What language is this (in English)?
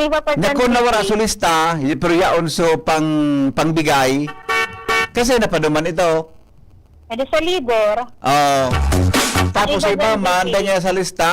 Bikol